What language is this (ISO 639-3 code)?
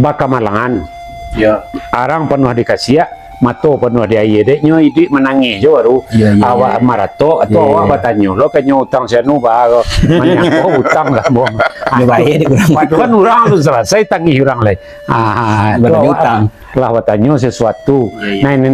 min